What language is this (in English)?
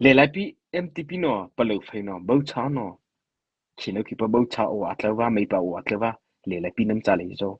Mara Chin